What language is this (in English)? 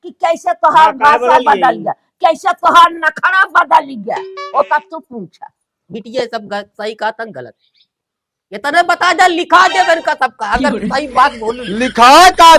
Awadhi